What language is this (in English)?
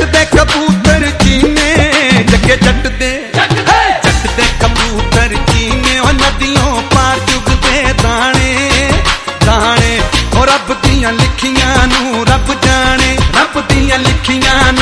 Punjabi